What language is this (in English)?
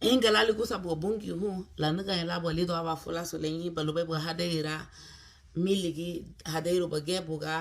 Garifuna